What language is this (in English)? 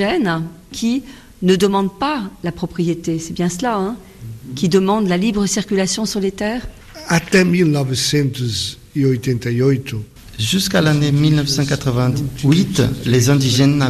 French